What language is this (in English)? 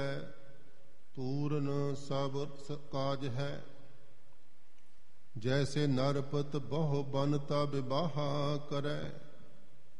Punjabi